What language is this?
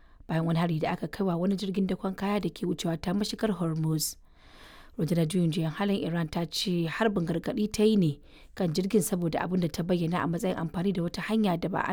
Hausa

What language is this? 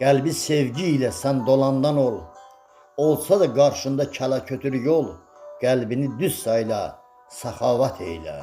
Azerbaijani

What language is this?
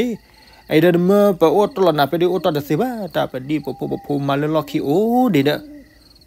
S'gaw Karen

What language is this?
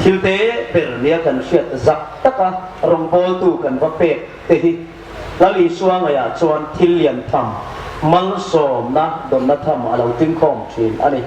Hmar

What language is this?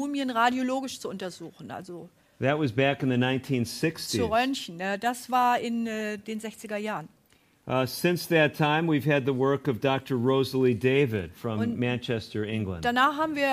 German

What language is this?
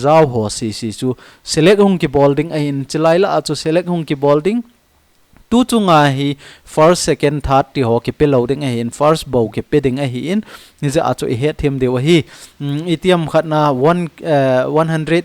Thado Chin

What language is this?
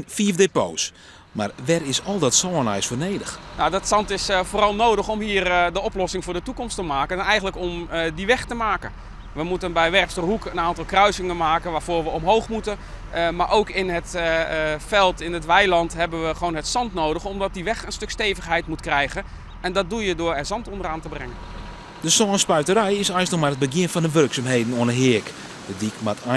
Western Frisian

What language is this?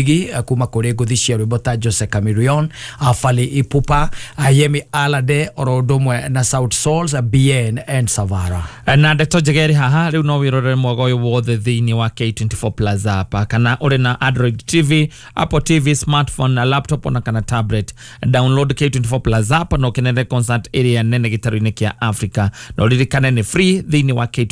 Kikuyu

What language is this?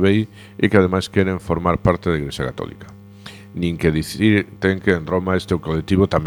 Galician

